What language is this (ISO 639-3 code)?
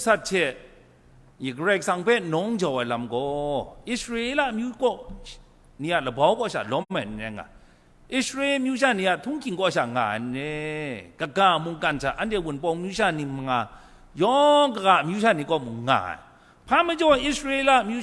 kac